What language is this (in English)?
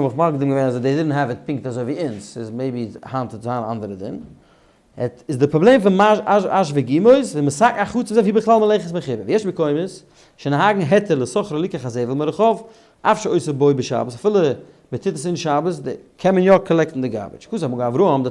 Yiddish